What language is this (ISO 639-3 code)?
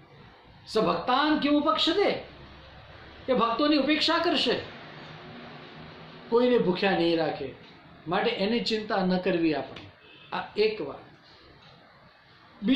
guj